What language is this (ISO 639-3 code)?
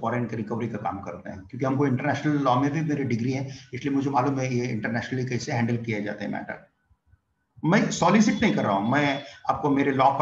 hin